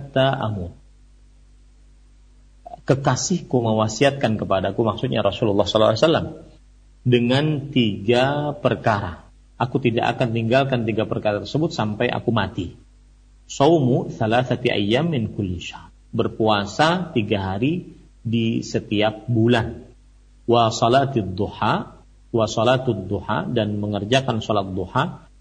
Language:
Indonesian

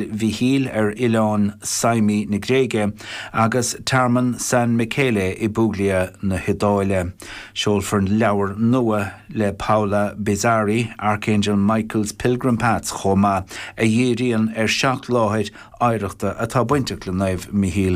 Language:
Irish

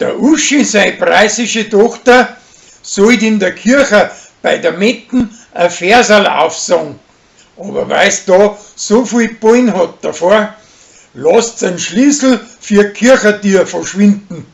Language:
Bavarian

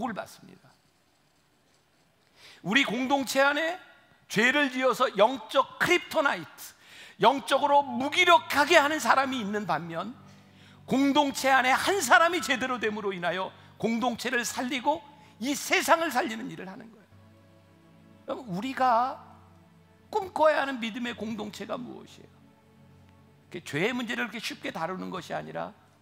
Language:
Korean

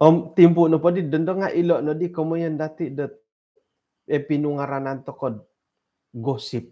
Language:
Central Dusun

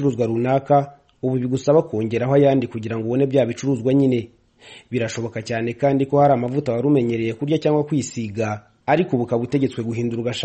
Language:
Kinyarwanda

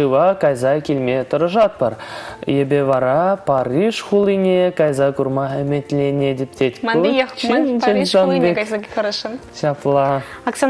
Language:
Chuvash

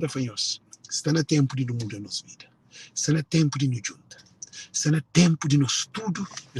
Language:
Kabuverdianu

